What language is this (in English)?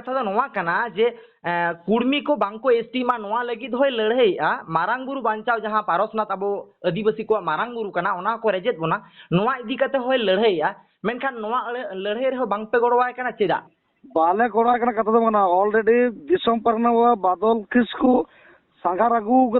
Santali